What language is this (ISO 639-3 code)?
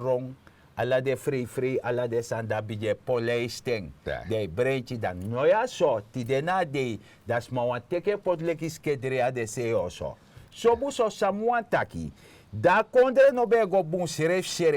srn